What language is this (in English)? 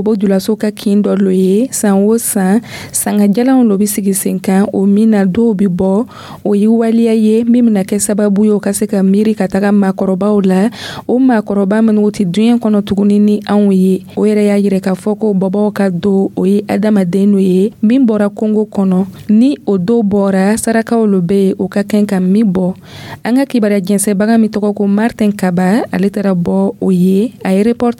Dyula